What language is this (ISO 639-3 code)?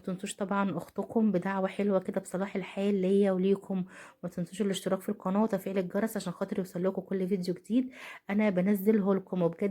arz